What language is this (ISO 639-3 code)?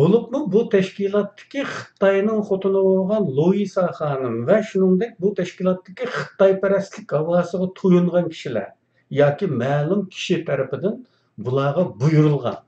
uig